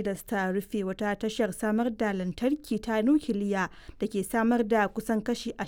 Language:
Hausa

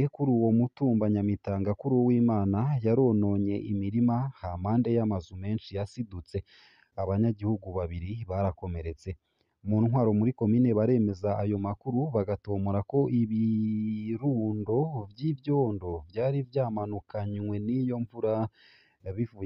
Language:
Rundi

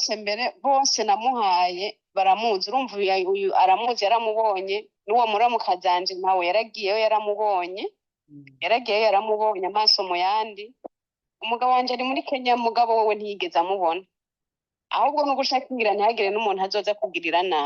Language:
Rundi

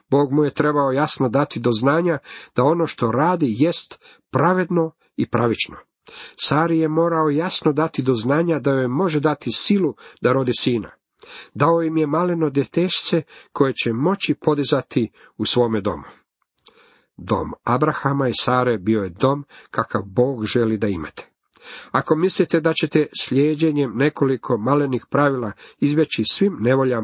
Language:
Croatian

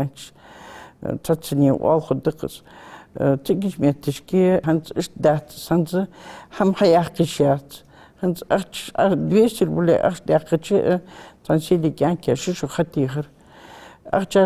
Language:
Ingush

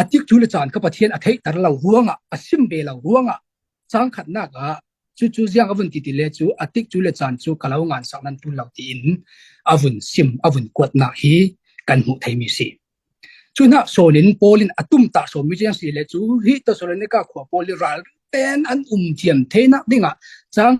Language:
Falam Chin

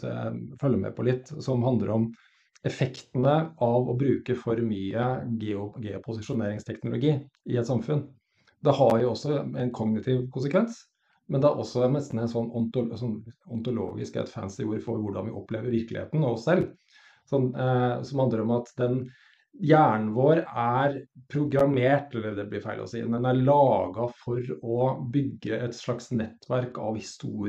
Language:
Norwegian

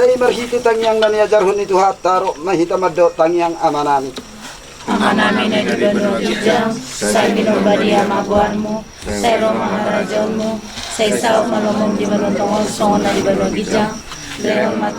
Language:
Batak Toba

